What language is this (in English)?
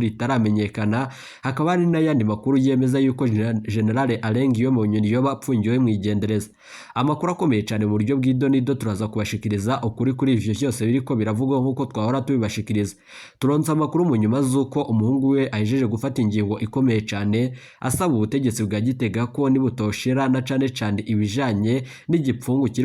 Rundi